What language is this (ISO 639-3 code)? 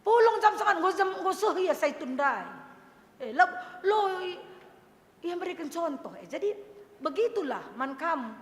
btx